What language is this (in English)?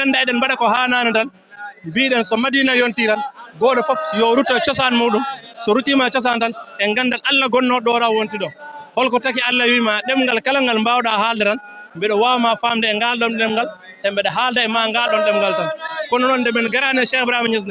Fula